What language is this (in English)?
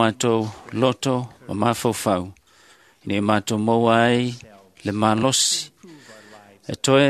Samoan